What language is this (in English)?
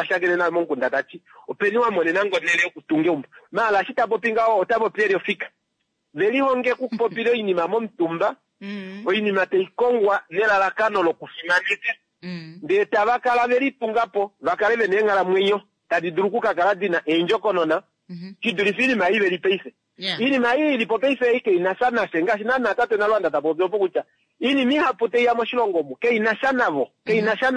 Kuanyama